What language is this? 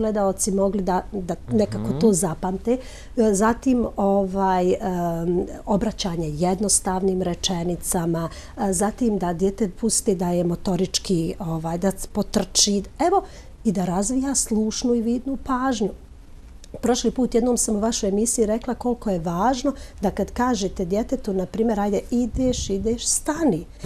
Serbian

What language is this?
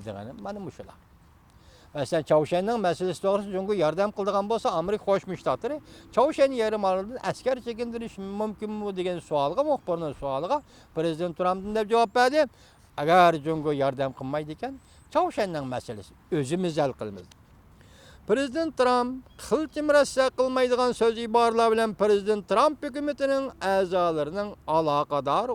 Uyghur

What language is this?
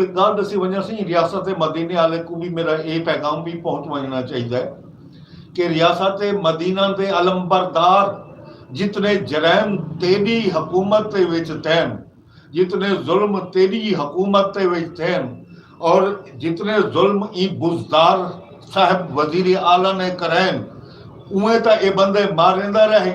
Saraiki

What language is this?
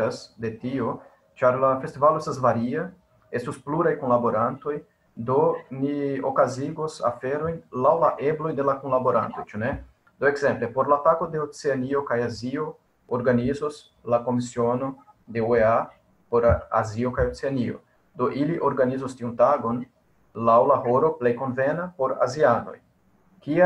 Esperanto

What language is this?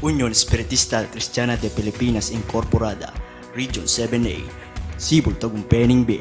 Pampanga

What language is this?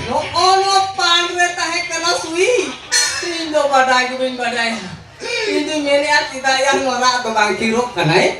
Santali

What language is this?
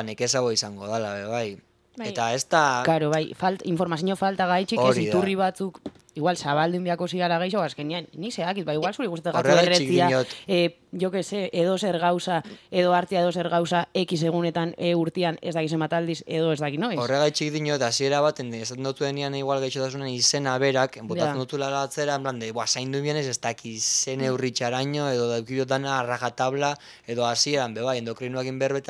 Basque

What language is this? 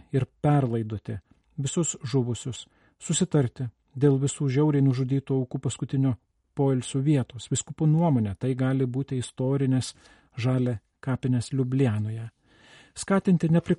Lithuanian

